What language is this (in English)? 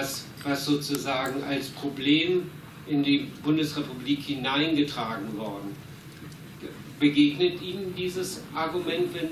German